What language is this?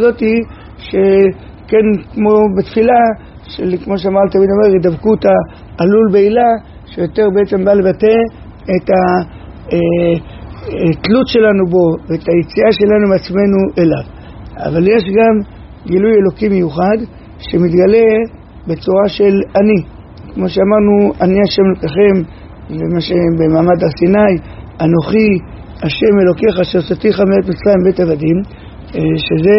Hebrew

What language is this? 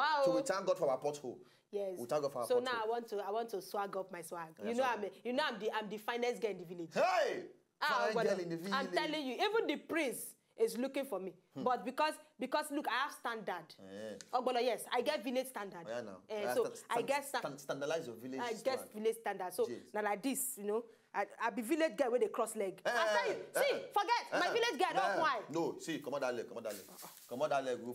Nigerian Pidgin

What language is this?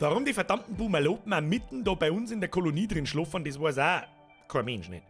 Bavarian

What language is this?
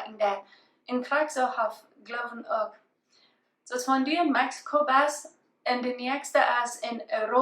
Plautdietsch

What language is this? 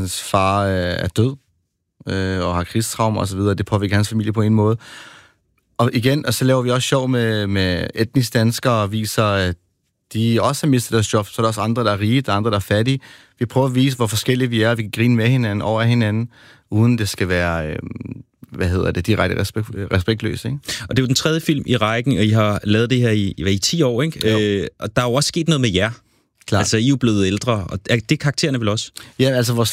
Danish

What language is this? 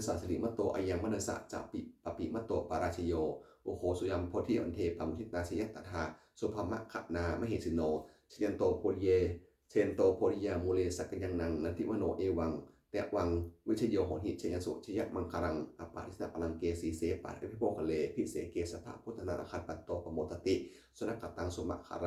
Pali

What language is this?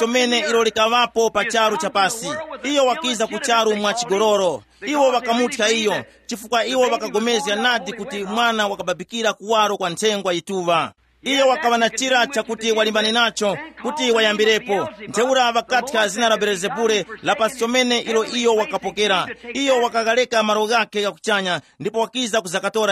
Tumbuka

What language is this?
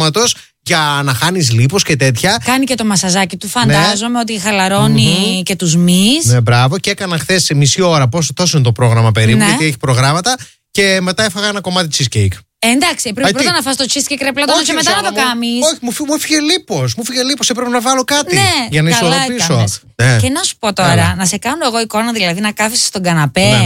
Greek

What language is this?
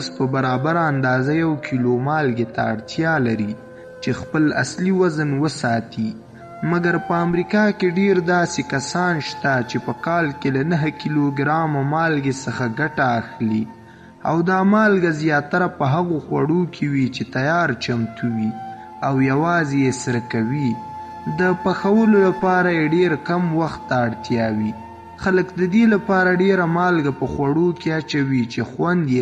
Pashto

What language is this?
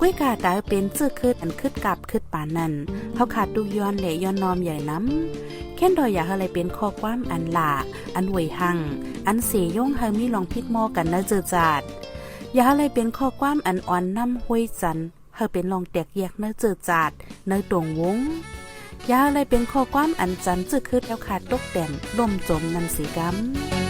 Shan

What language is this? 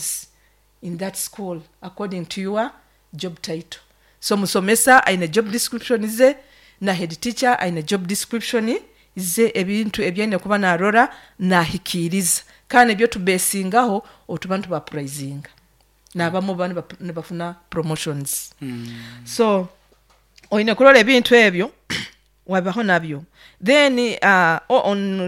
Nyoro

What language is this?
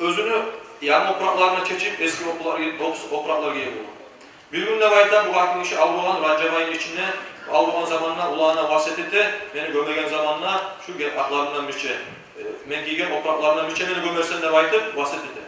Kumyk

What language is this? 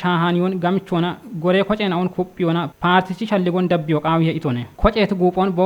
Kafa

